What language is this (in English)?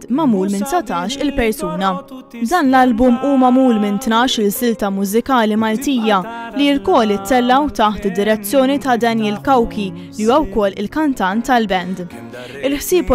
Maltese